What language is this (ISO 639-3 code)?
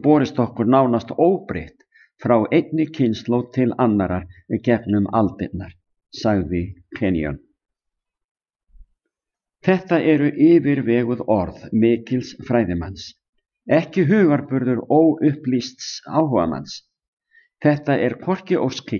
isl